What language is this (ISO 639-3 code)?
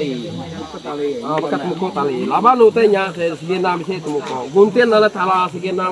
iba